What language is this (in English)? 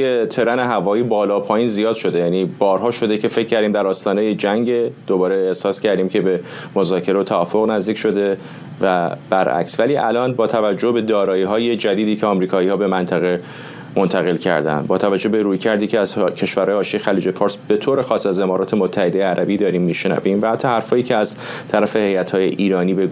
Persian